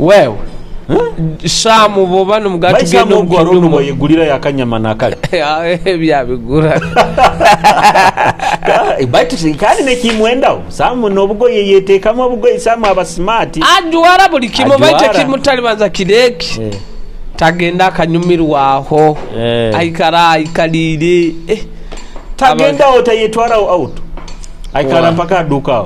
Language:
Nyoro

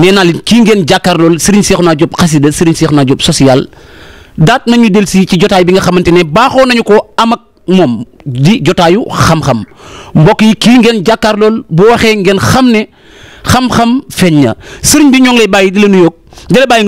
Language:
Wolof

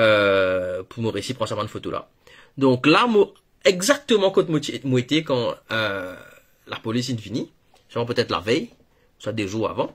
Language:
Morisyen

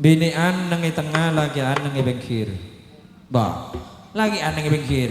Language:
Madurese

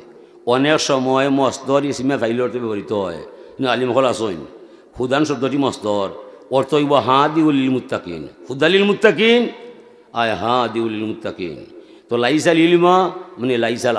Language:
Sylheti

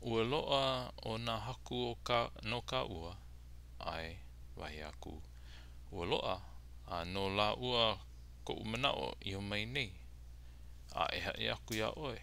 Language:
Hawaiian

